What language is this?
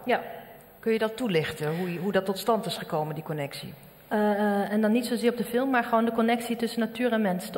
Dutch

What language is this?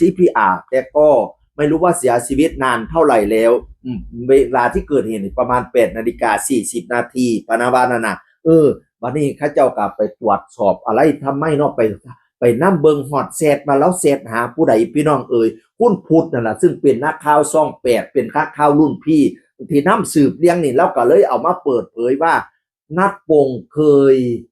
Northeastern Thai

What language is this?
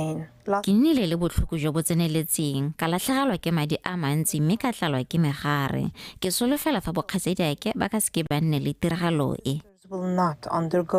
Tswana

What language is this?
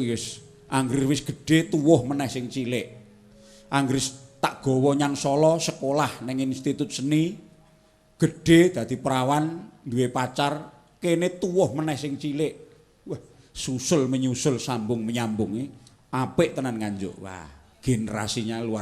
Javanese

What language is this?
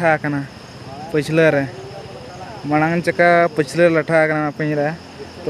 Santali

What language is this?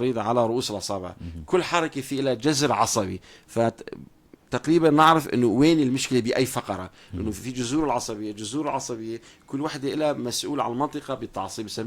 North Levantine Arabic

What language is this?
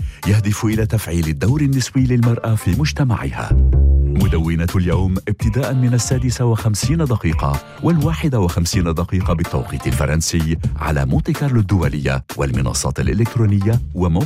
Arabic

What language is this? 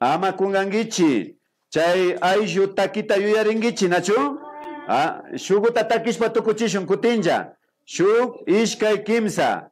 Imbabura Highland Quichua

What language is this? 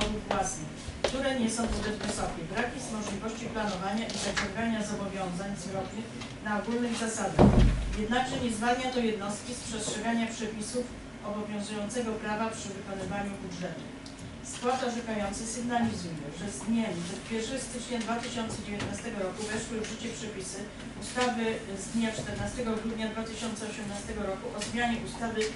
Polish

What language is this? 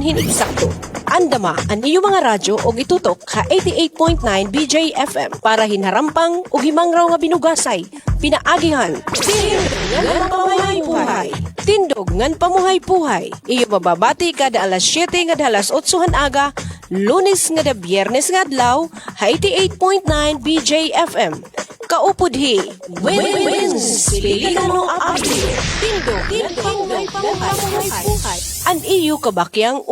Waray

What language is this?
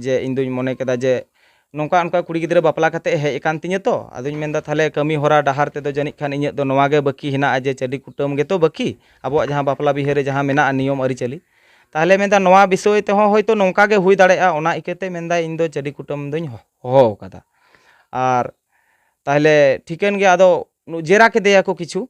Santali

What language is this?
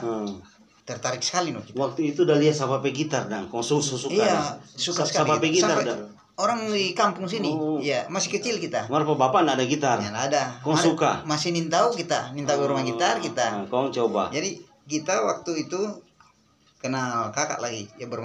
Manado Malay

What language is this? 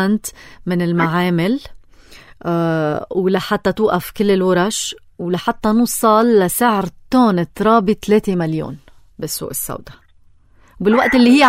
North Levantine Arabic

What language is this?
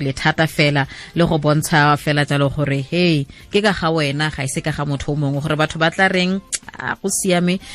Tswana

